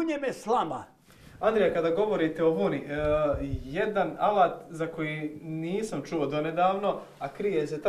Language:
Croatian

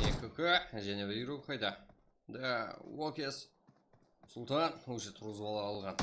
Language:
Kara-Kalpak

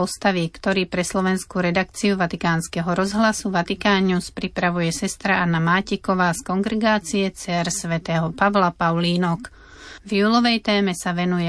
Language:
Slovak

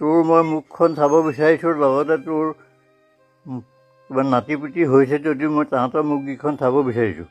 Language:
Assamese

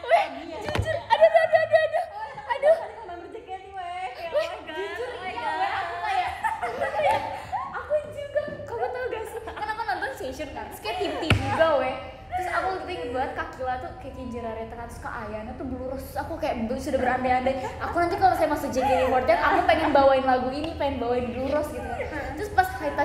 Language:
Indonesian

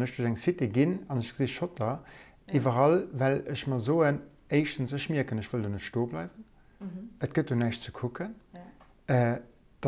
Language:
Luxembourgish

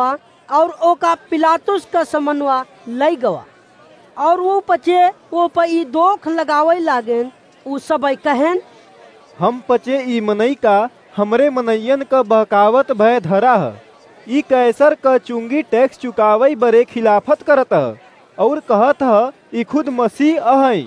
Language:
Awadhi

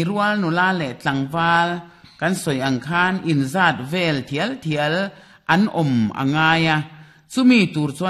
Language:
Mizo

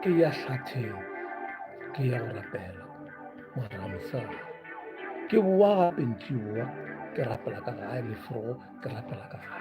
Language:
Northern Sotho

